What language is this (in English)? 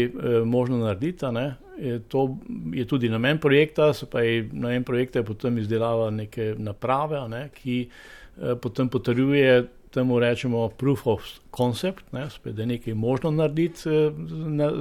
Slovenian